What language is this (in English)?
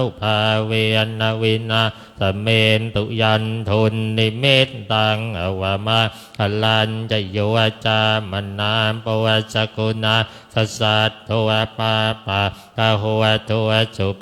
Pali